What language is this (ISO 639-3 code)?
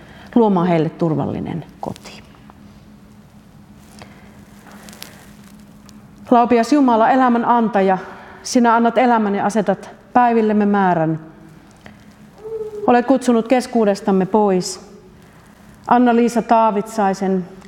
fin